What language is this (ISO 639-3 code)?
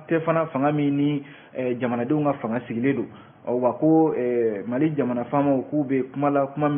bam